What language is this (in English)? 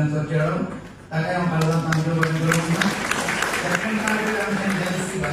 Konkani